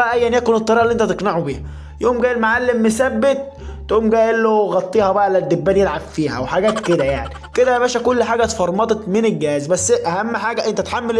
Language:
Egyptian Arabic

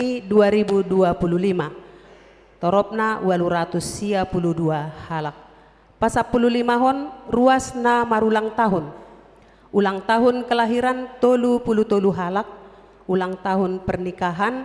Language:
Batak Toba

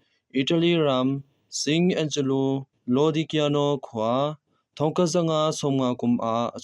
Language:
Hakha Chin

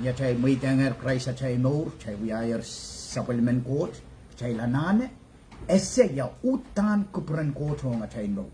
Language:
Pohnpeian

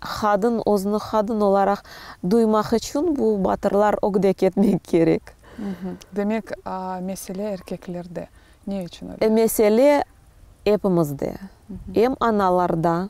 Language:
Crimean Tatar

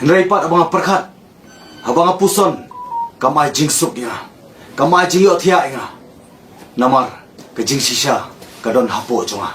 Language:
Khasi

